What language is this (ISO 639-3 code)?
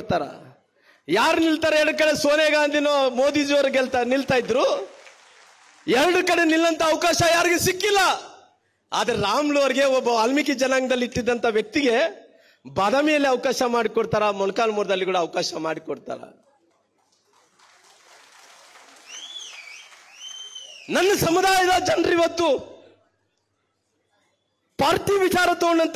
kan